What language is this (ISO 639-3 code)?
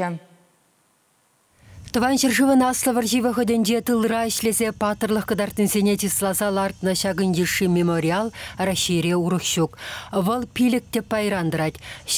chv